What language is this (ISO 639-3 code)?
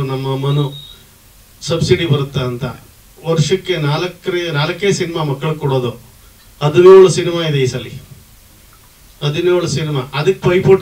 kan